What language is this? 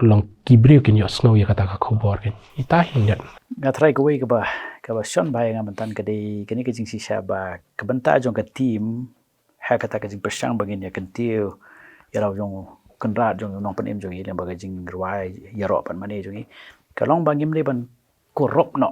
Khasi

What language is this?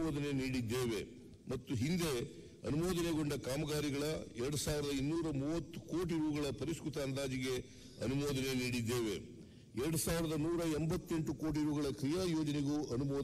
Kannada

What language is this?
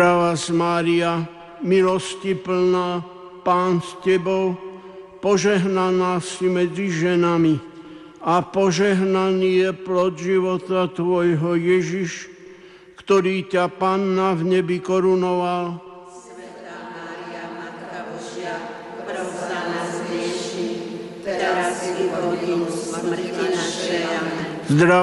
Slovak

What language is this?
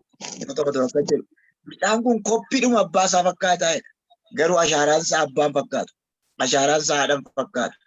Oromo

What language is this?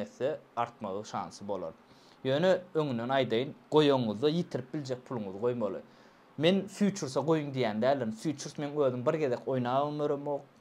Turkmen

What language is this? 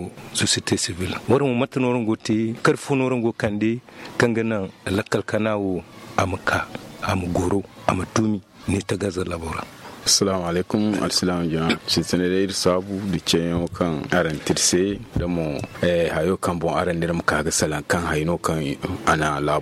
Zarma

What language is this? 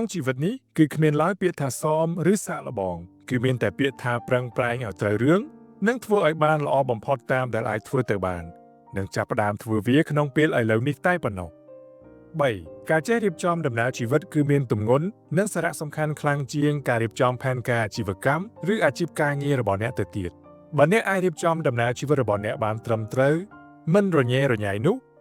Khmer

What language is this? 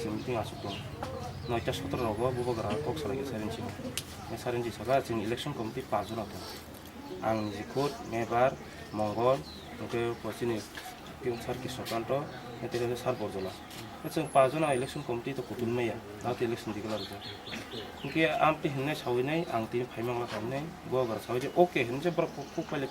Kok Borok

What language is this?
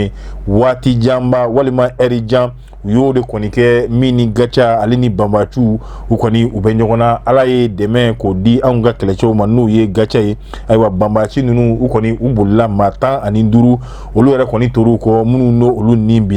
Bambara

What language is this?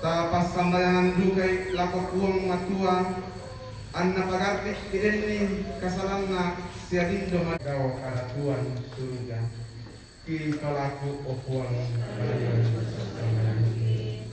Toraja-Sa'dan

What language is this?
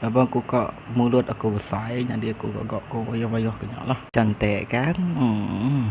Iban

